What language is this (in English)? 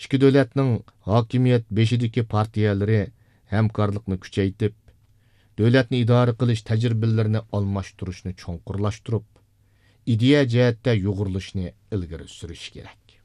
Uyghur